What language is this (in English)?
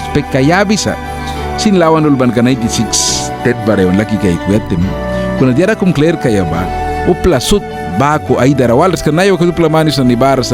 Mískito